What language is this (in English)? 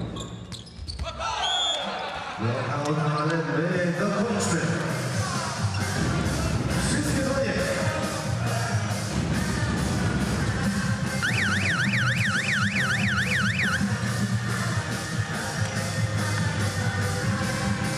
Polish